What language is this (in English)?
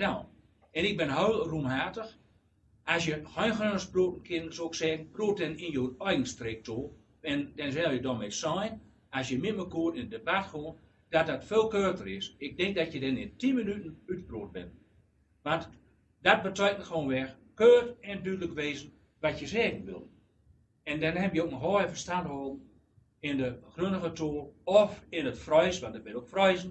Gronings